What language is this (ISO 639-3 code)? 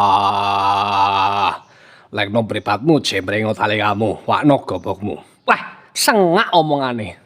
jav